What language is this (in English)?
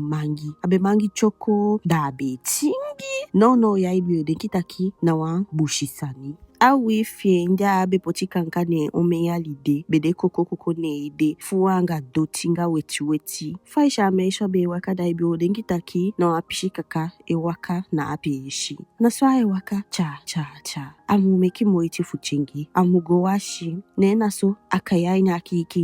Eastern Maroon Creole